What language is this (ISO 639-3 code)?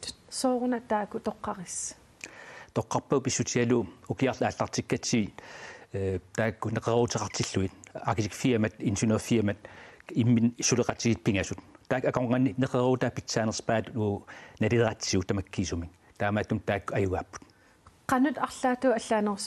kal